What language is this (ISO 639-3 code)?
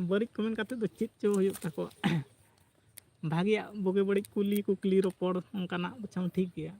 sat